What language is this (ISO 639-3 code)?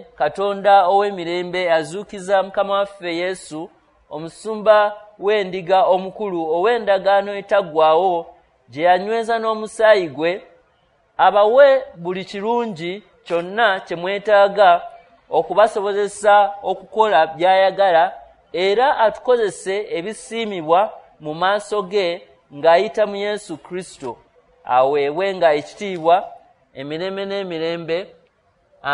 lug